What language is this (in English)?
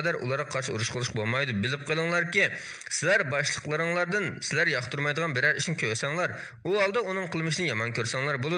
Uyghur